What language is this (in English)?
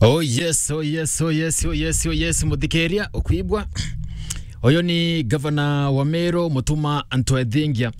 Meru